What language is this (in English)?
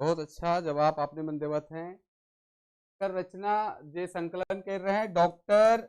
Sadri